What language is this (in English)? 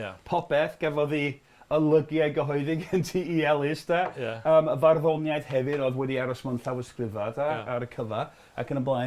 Welsh